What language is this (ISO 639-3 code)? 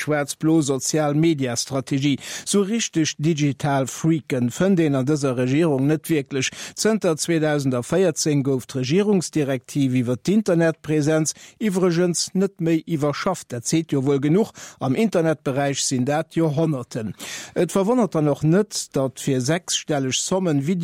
ltz